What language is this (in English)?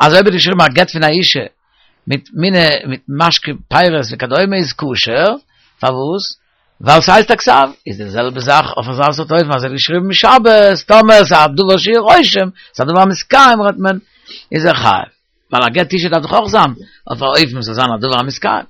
Yiddish